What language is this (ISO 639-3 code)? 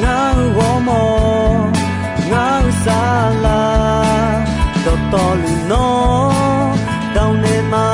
ahk